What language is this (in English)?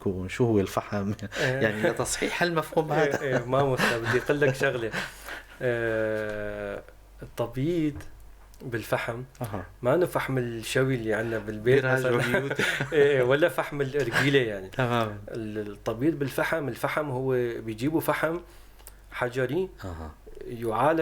North Levantine Arabic